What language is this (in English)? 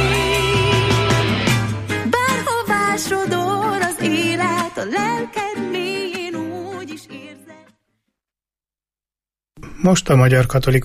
Hungarian